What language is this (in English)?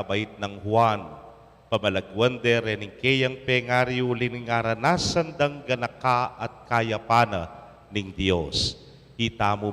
Pampanga